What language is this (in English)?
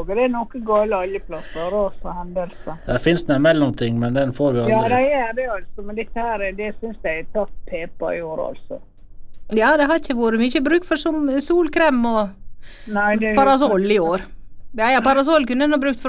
Norwegian